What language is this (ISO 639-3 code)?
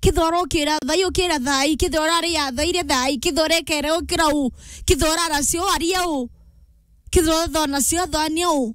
mer